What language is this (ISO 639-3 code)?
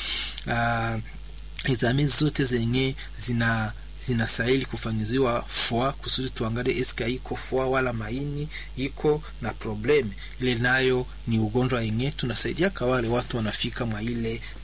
swa